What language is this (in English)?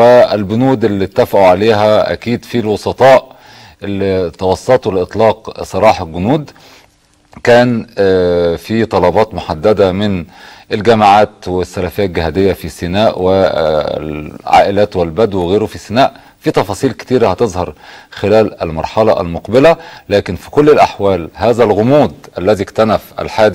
Egyptian Arabic